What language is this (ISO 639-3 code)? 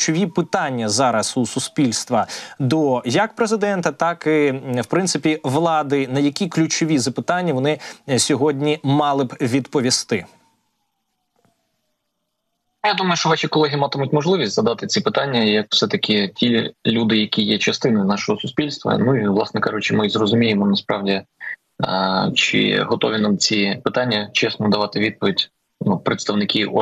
ukr